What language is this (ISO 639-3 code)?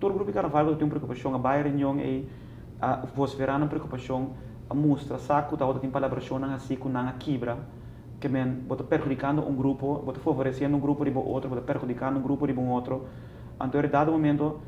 pap